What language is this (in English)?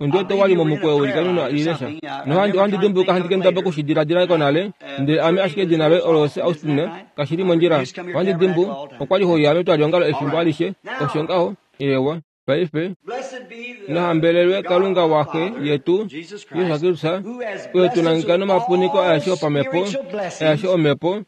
Kuanyama